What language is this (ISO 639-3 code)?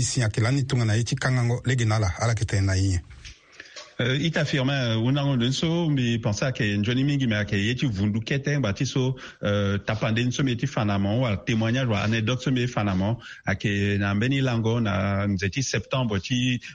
sag